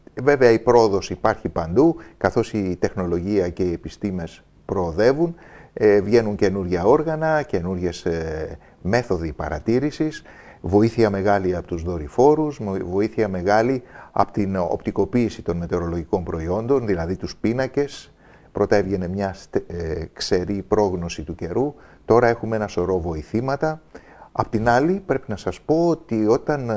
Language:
Greek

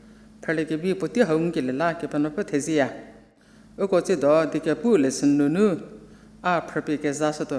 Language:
Angami Naga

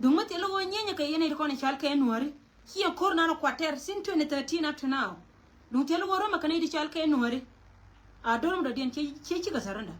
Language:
Nuer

